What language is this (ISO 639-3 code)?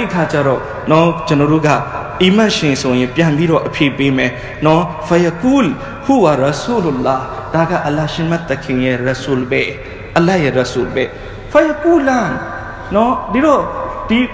mya